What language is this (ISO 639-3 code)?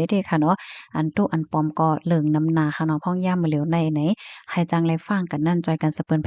shn